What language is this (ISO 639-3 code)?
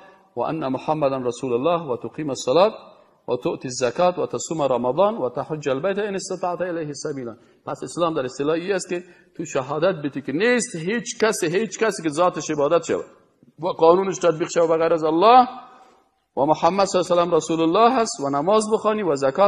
fas